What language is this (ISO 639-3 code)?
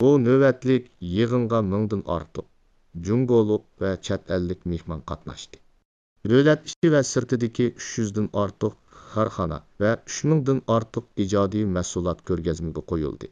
uig